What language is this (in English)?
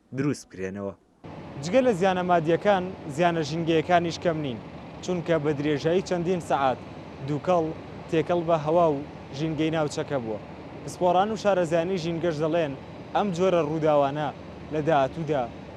Central Kurdish